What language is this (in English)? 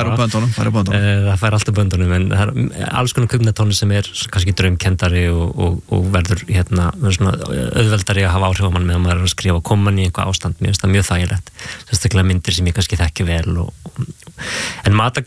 Icelandic